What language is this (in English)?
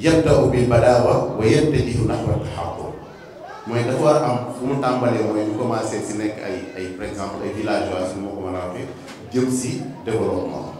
Wolof